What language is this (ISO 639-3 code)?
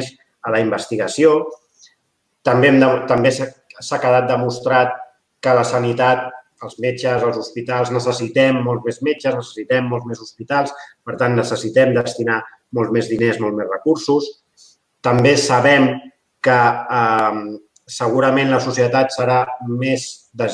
cat